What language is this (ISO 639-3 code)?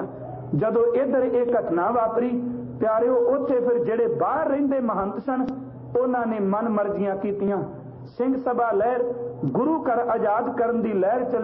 pan